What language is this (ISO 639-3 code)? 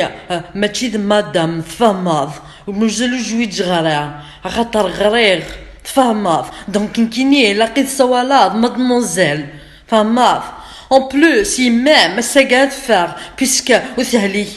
kab